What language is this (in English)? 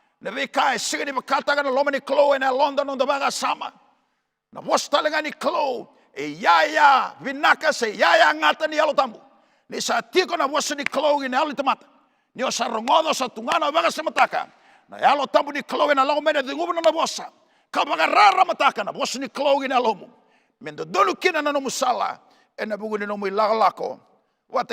Fijian